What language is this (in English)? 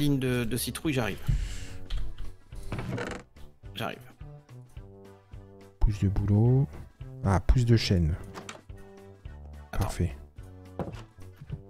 French